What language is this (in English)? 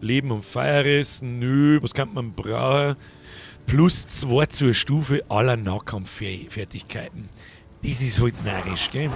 Bavarian